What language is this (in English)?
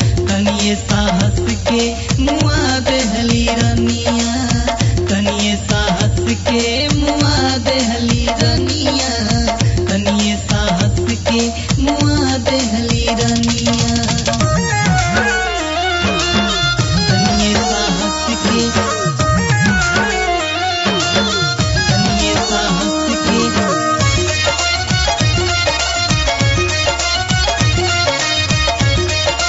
Bhojpuri